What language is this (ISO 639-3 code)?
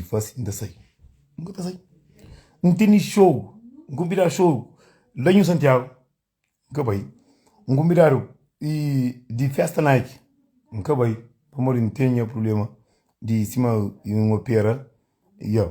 kea